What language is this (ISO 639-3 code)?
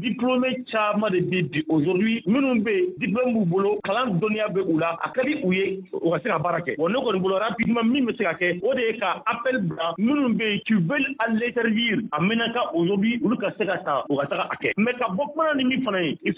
bam